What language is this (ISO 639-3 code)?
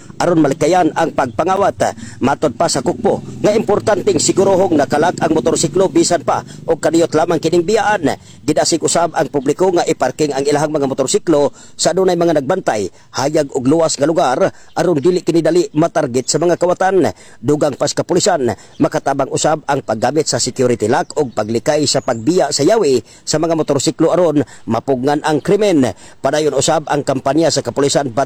ceb